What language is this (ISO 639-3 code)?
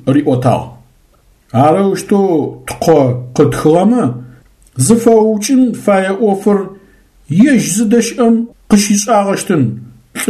ady